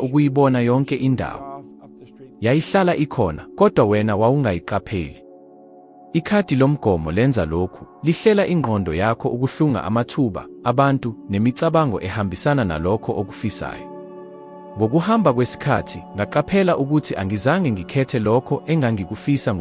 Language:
Zulu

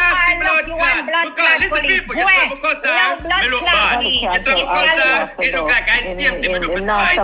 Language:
Jamaican Creole English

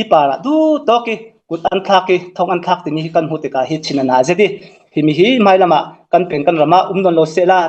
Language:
Hakha Chin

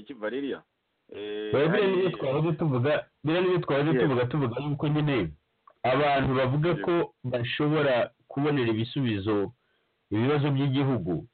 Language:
Kinyarwanda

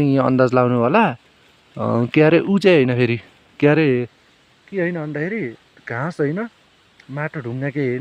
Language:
Nepali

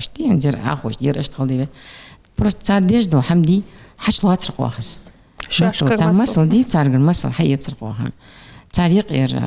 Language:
Ingush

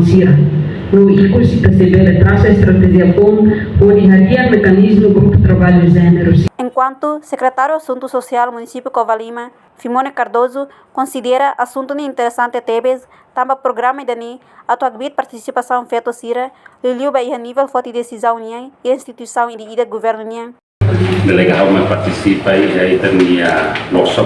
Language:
Tetum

